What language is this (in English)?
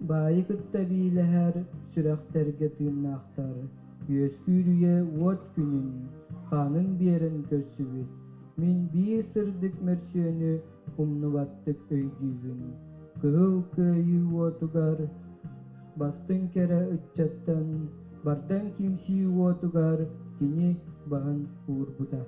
Yakut